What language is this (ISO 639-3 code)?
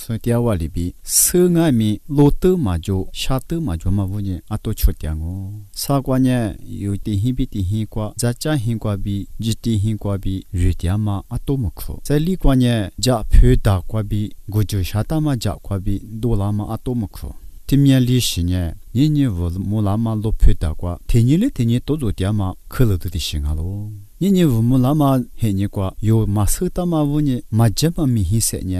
lis